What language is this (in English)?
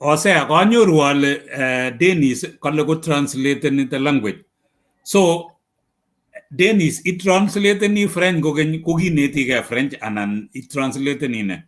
Kalenjin